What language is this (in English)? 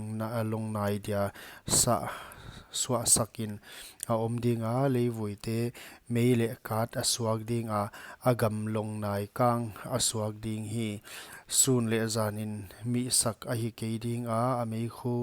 Paite Chin